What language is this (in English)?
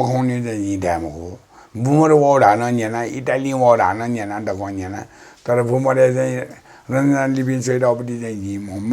Newari